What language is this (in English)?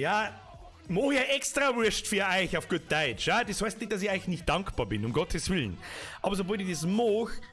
Bavarian